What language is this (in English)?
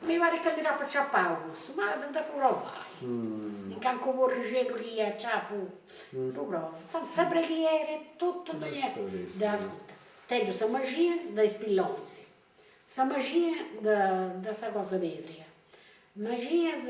Sardinian